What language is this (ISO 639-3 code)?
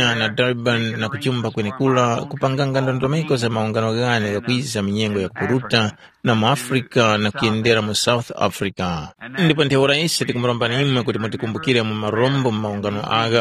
tum